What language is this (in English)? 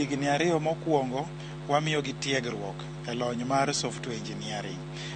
Luo (Kenya and Tanzania)